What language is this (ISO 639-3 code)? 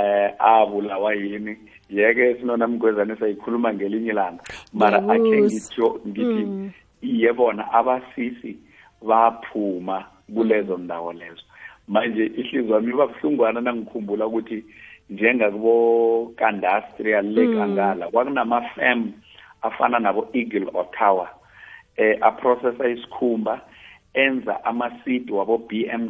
nbl